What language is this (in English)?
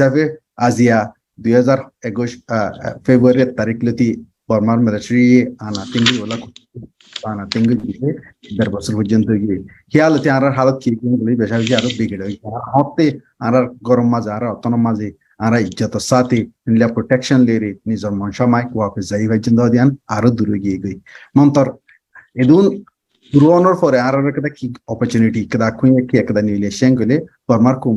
Rohingya